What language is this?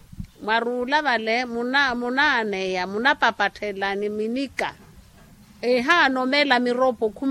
Makhuwa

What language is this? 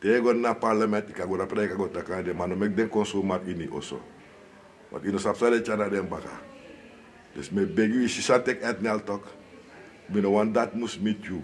Sranan Tongo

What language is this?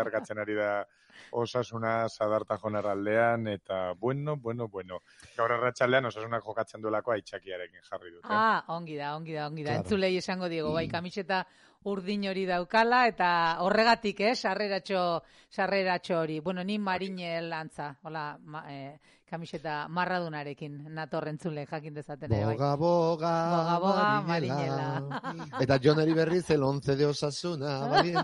Basque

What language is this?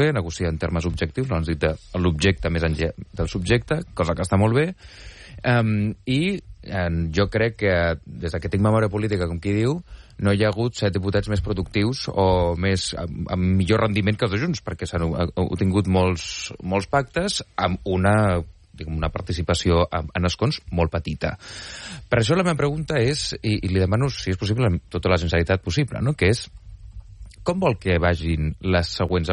Catalan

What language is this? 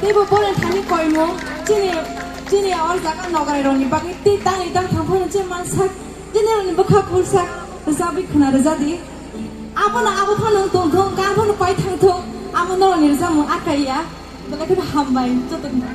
Kok Borok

